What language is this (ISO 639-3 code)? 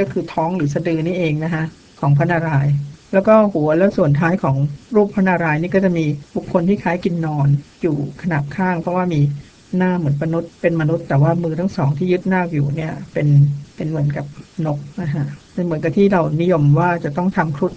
tha